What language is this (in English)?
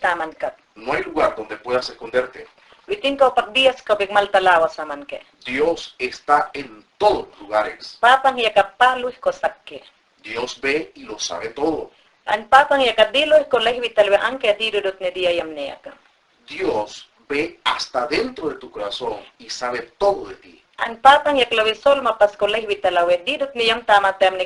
Mayangna